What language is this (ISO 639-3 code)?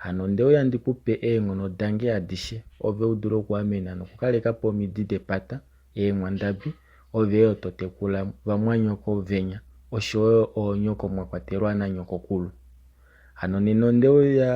kua